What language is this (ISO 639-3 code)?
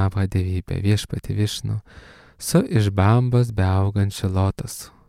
lit